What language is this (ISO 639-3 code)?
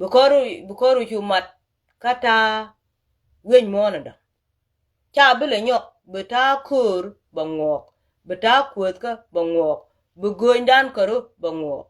nus